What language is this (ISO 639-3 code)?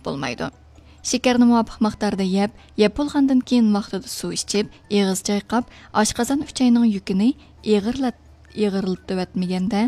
uig